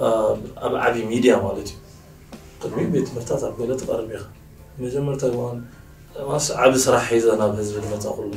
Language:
Tigrinya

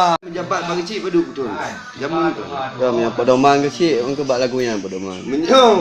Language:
Achinese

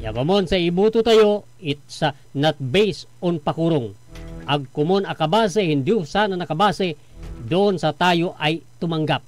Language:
Pangasinan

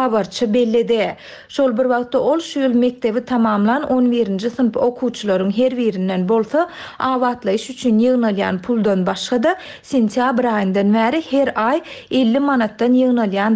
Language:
Turkmen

